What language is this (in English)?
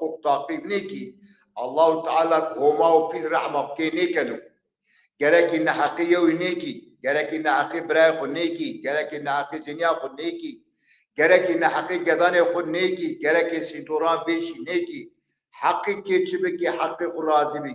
Zaza